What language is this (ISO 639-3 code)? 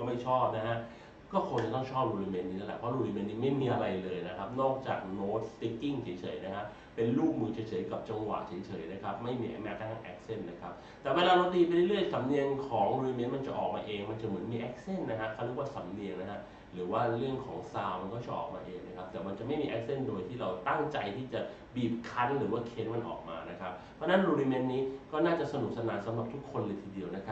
tha